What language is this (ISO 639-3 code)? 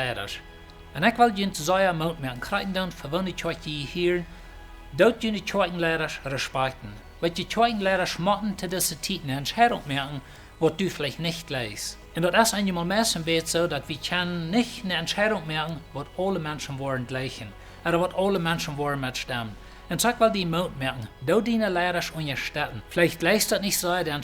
pdt